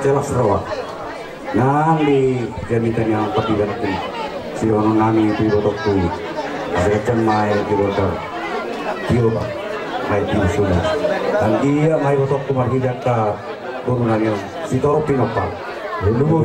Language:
Batak Toba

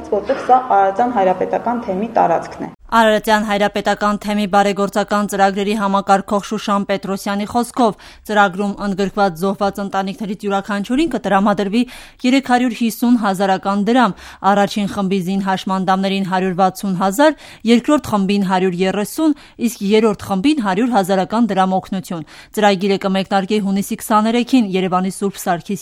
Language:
Armenian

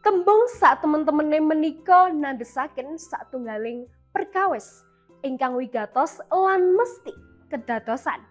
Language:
Javanese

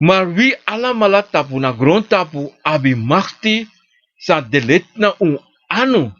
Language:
Sranan Tongo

